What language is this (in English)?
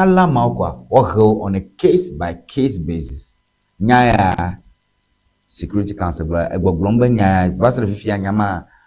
Ewe